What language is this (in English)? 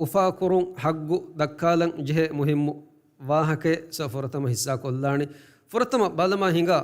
Divehi